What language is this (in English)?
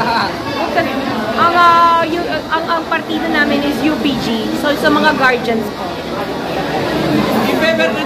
Filipino